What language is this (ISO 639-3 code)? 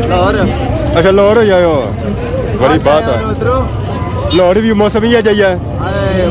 phr